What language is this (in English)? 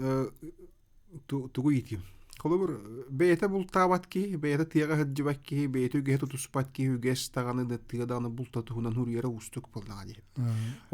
Yakut